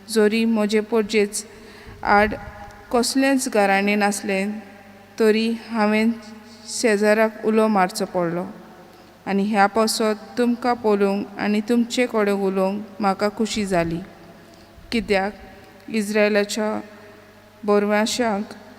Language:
Konkani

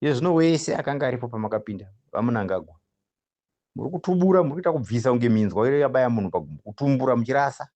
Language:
Shona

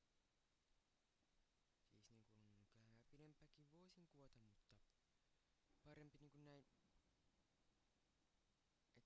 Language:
Finnish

